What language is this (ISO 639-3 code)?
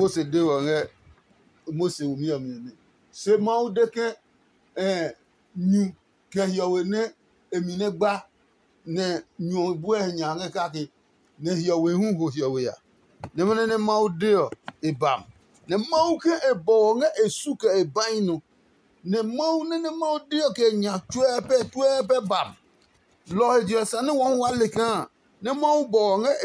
ada